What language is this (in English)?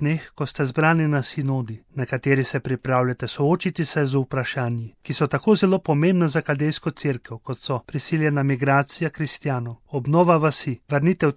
Slovenian